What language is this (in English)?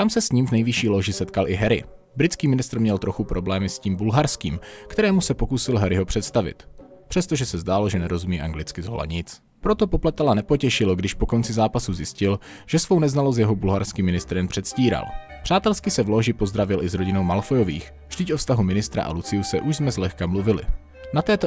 Czech